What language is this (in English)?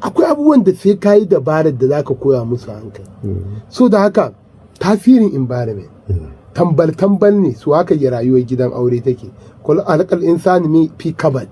Hausa